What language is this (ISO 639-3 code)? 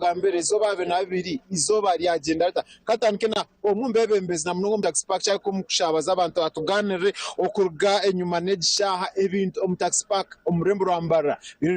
nyn